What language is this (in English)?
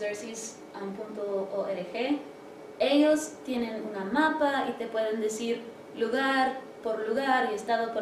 Spanish